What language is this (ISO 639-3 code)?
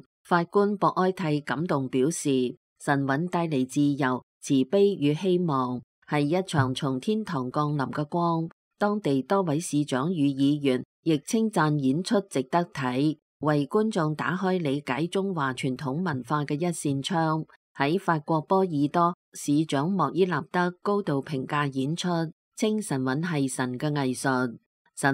yue